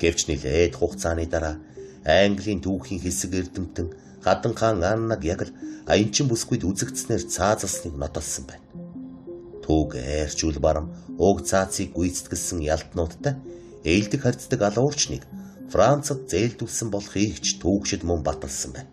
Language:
Mongolian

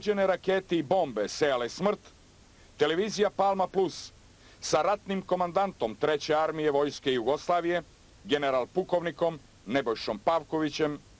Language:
Serbian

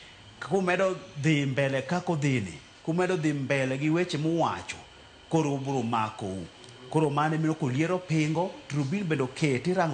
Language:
Luo (Kenya and Tanzania)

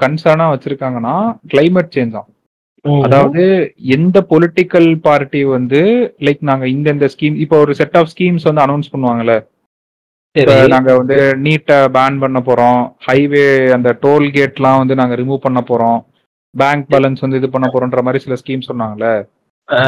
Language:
Tamil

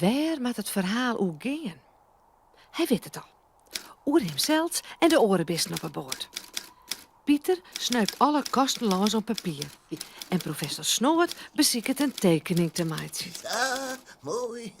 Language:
Western Frisian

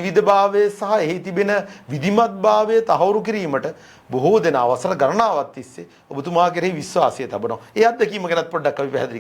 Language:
Sinhala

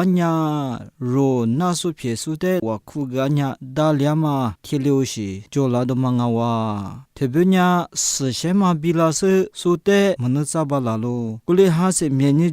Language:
Lisu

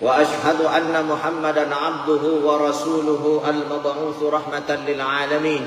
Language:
Buginese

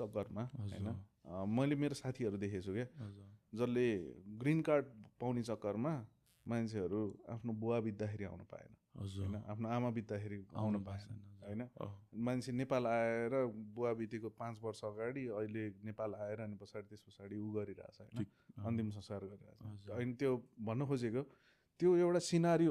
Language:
Nepali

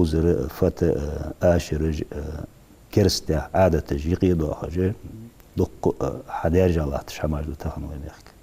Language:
Ingush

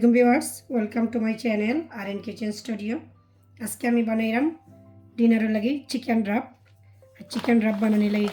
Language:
Sylheti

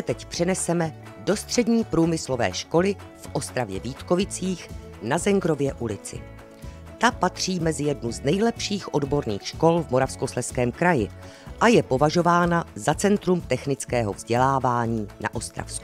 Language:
Czech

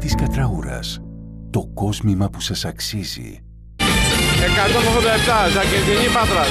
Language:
Greek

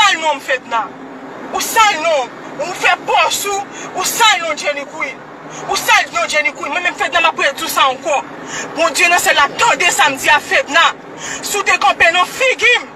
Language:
Haitian Creole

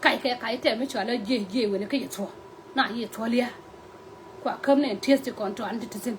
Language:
Nuer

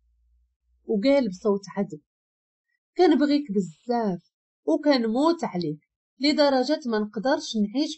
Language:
Moroccan Arabic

